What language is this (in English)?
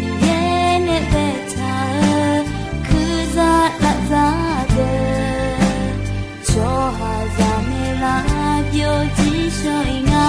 Akha